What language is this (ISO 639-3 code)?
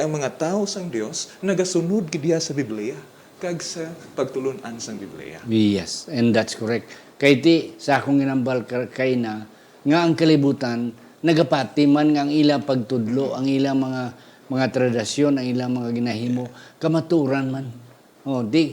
hil